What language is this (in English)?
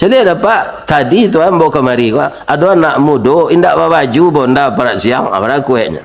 Minangkabau